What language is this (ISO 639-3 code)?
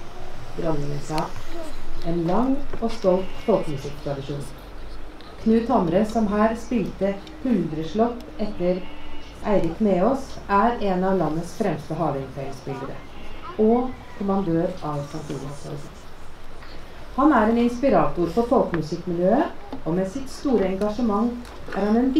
nor